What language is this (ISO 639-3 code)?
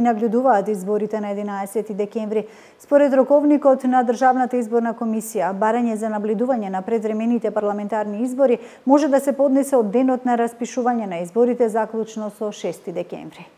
mkd